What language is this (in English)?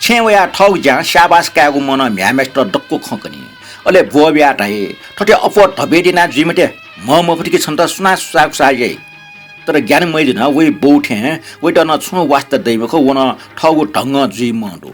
Newari